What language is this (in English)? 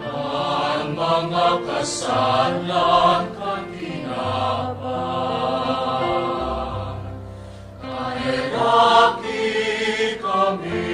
Bikol